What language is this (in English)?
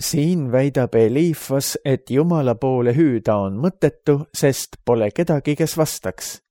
Estonian